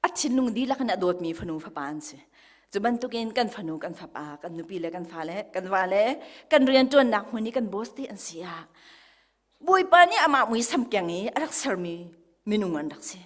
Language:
Hakha Chin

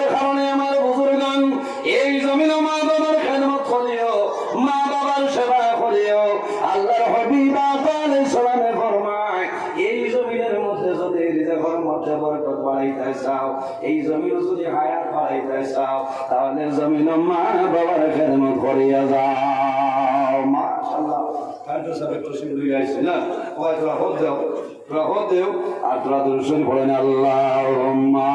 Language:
Sylheti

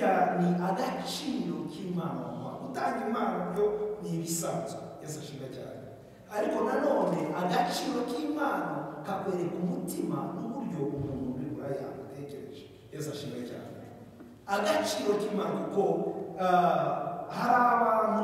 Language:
Kinyarwanda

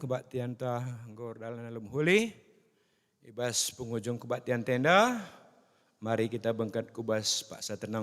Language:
Batak Karo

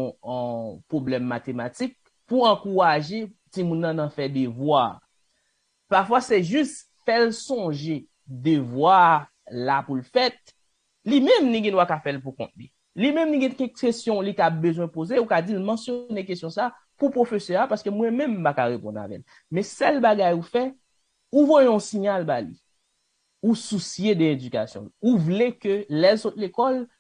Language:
Haitian Creole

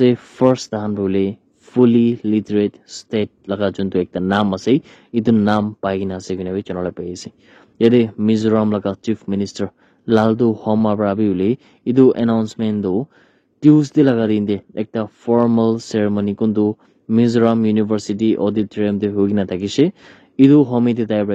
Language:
Naga Pidgin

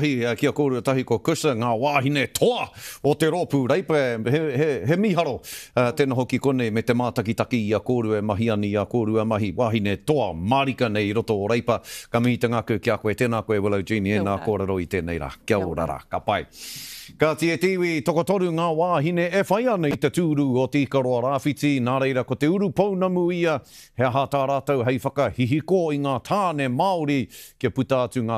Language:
Māori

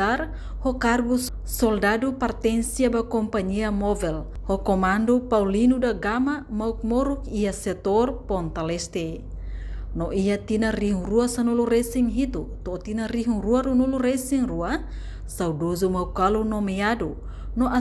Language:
Tetum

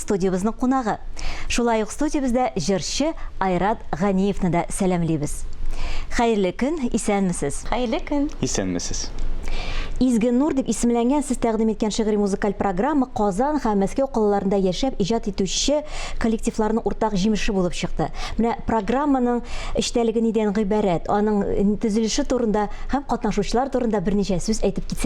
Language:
Tatar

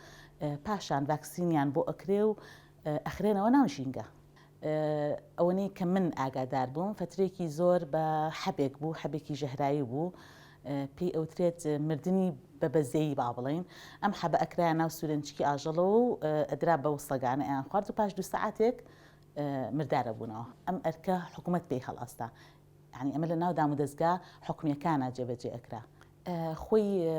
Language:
Central Kurdish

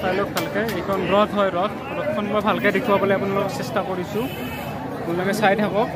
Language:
Assamese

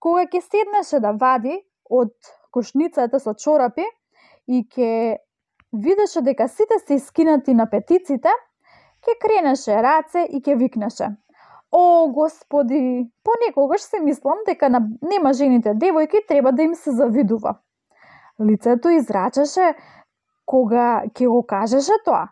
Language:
Macedonian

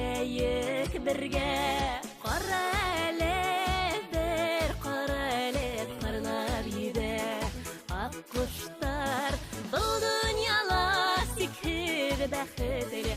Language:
Bashkir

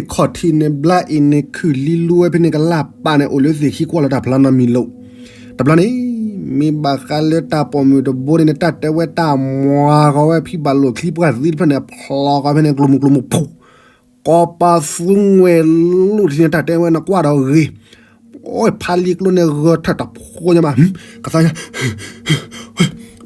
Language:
S'gaw Karen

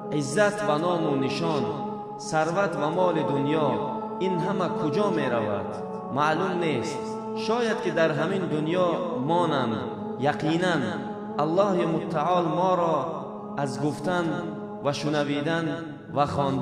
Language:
Tajik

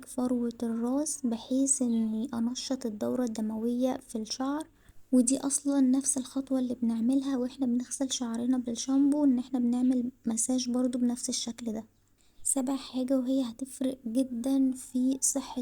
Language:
Egyptian Arabic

